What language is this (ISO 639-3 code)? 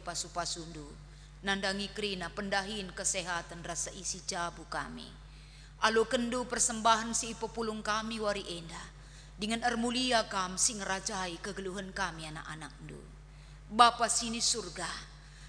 btx